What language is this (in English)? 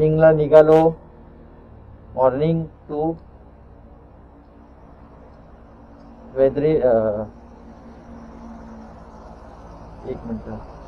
Marathi